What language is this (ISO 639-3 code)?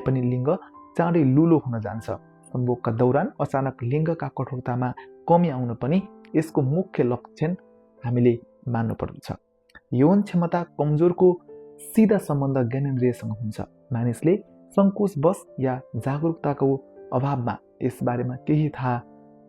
nep